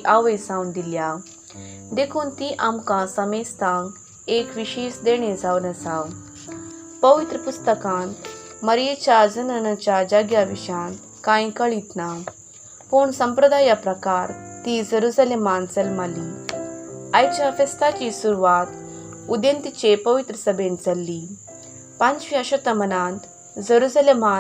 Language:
Konkani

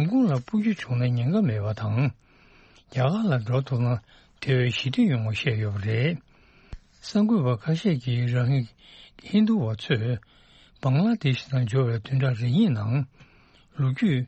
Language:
Tibetan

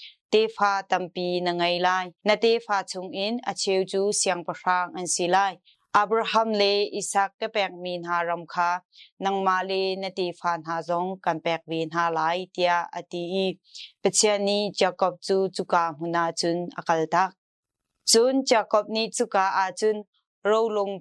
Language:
Hakha Chin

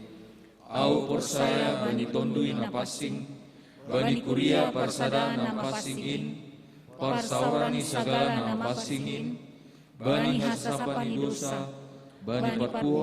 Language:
Batak Simalungun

